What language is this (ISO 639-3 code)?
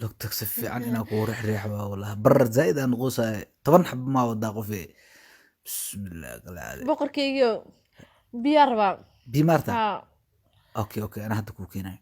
som